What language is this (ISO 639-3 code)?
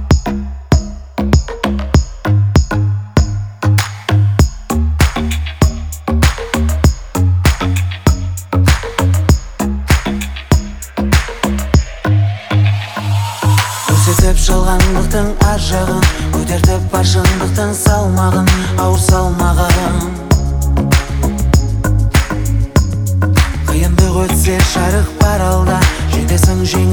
kaz